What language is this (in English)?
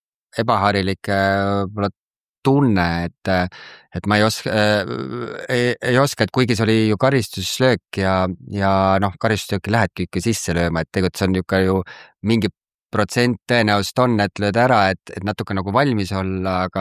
Estonian